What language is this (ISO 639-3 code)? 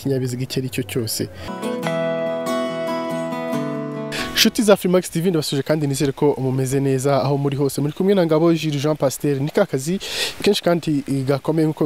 kin